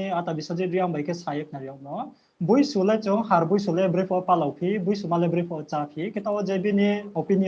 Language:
Riang (India)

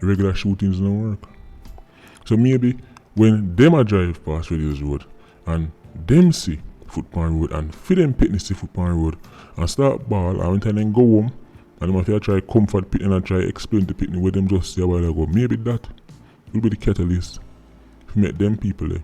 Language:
Jamaican Creole English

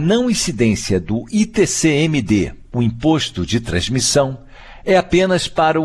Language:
Portuguese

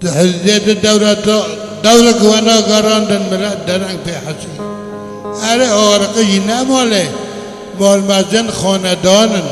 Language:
Kurdish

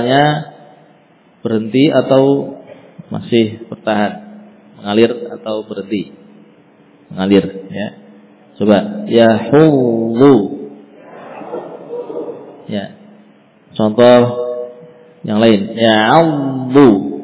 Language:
Indonesian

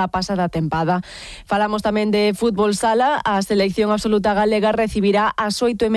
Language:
Galician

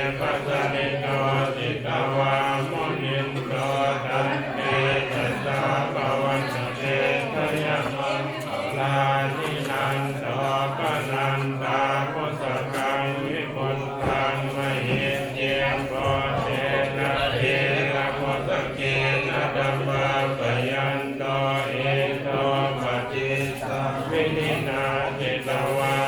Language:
Pali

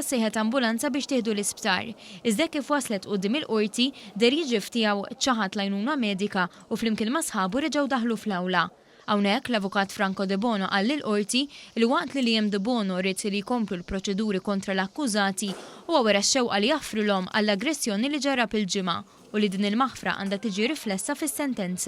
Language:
Maltese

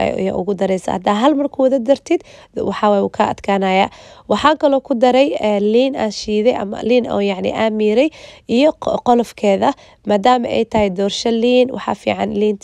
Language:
Somali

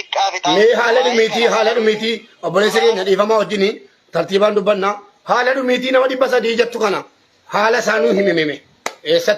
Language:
Oromo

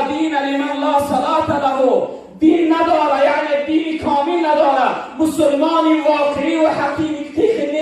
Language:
Tajik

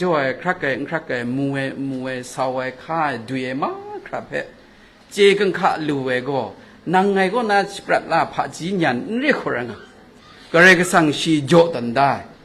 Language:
Kachin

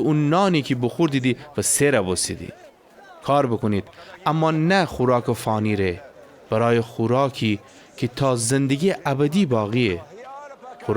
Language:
Gilaki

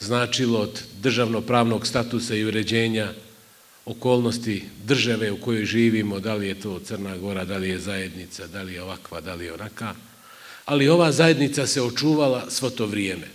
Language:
Bosnian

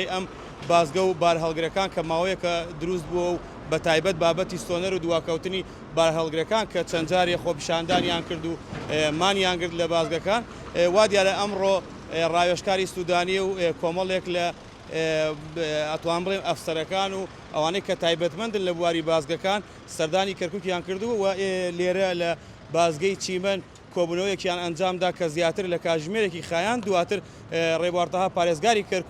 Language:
Central Kurdish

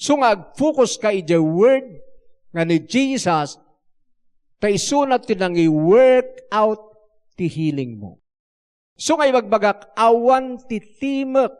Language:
Iloko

